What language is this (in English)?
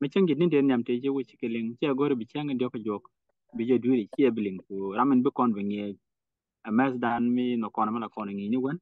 Nuer